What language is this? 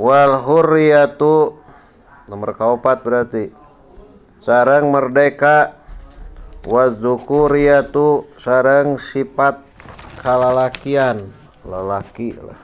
Sundanese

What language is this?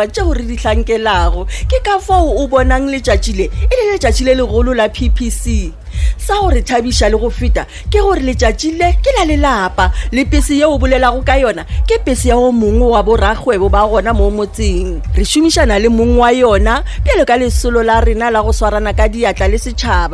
Northern Sotho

